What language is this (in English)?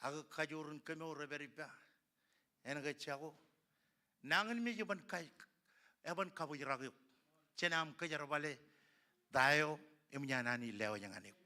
Marshallese